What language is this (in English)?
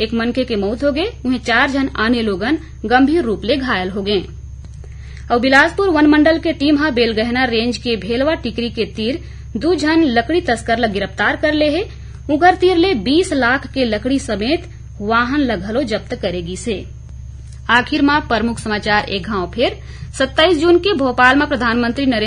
Chhattisgarhi